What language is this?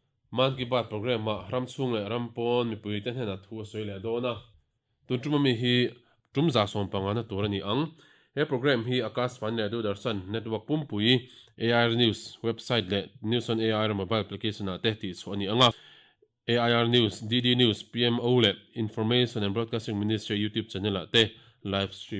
Mizo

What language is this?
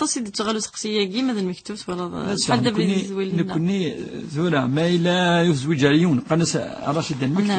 Kabyle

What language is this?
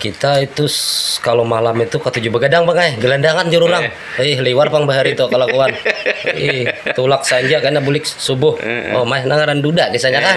Banjar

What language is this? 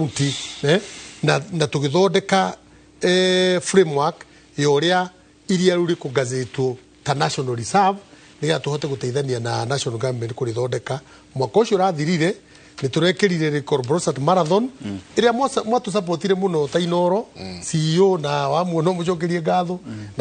Kikuyu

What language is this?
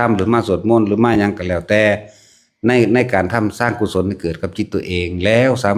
Northeastern Thai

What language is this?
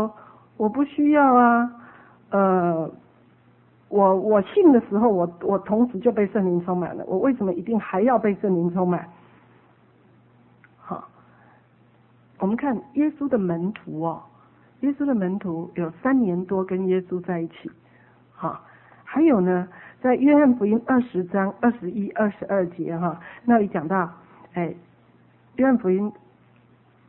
Chinese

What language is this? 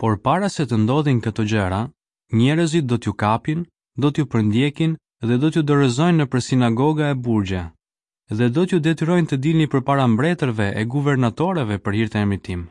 Albanian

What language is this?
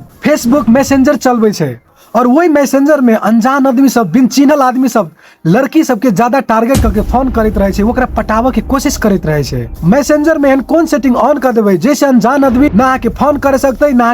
Maithili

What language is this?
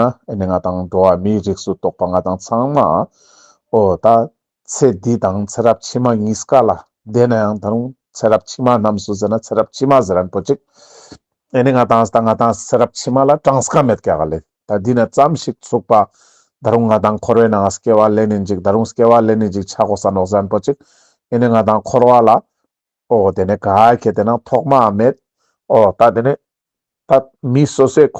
Ladakhi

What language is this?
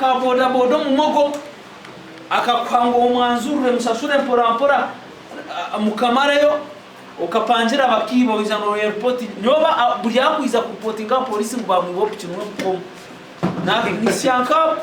Nyankole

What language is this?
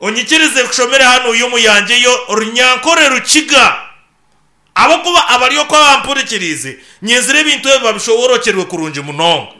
Nyankole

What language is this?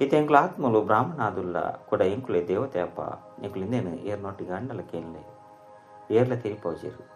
Tulu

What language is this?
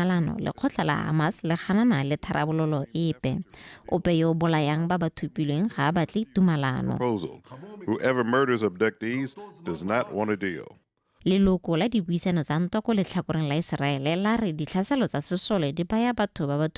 Tswana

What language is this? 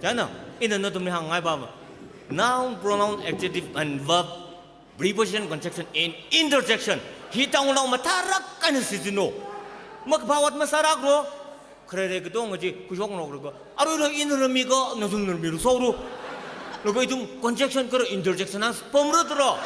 Tangkhul Naga (India)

